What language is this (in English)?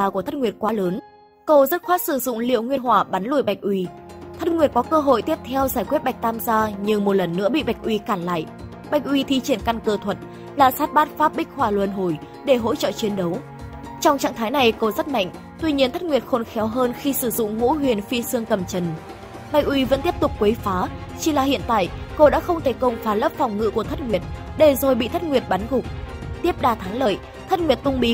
Vietnamese